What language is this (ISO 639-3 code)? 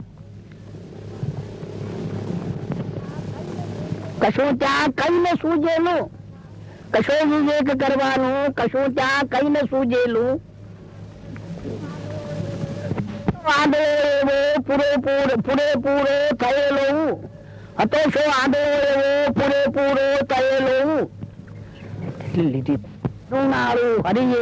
guj